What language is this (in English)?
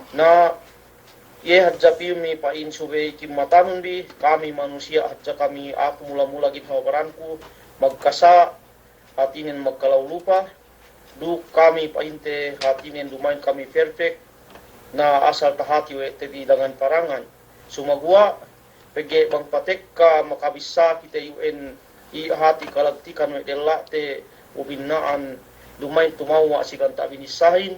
Yakan